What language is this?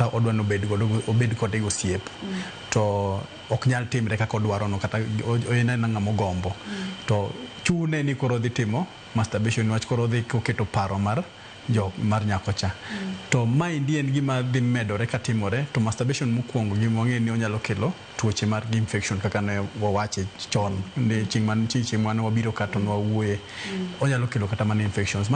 Luo (Kenya and Tanzania)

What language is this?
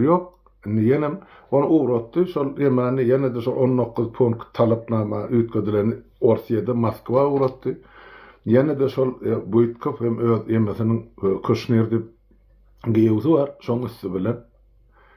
Turkmen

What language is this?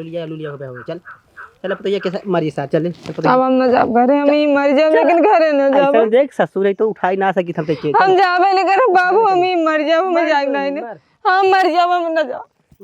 Awadhi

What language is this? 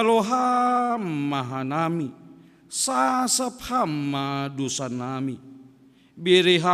Batak Simalungun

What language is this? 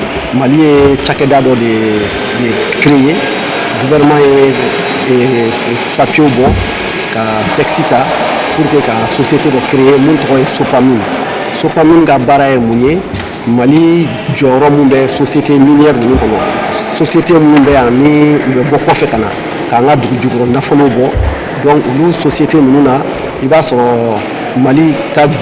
Bambara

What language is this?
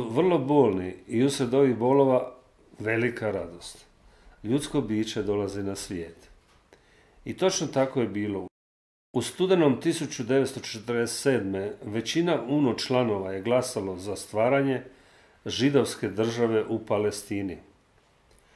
Croatian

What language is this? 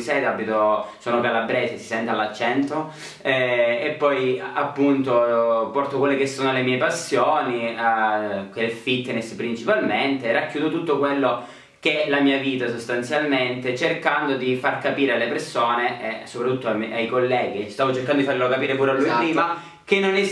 Italian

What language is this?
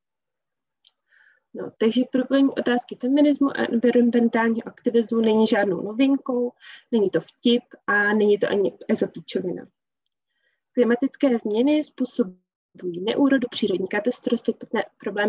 Czech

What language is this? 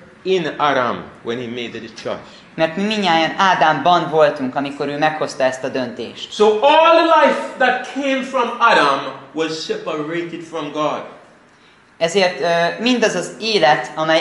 Hungarian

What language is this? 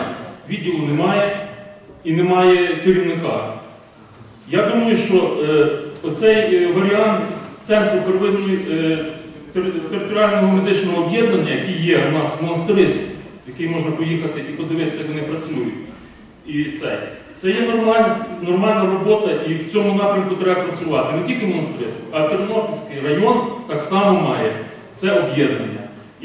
Ukrainian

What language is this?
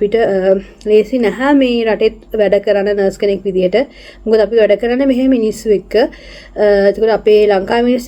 Sinhala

